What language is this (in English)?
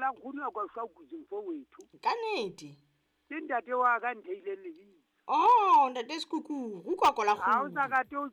Southern Sotho